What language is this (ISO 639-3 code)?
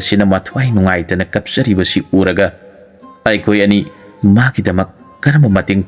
mni